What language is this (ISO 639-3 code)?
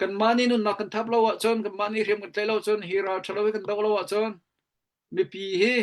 cnh